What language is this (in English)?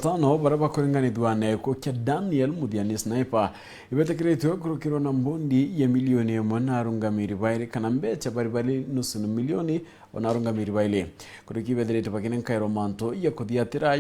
Meru